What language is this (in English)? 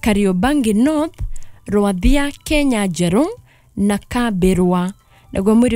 Kikuyu